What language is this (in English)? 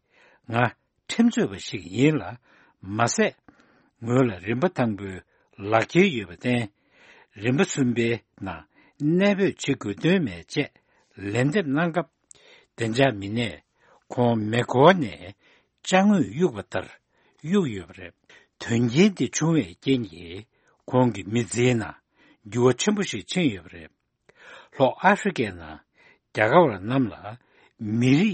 Tibetan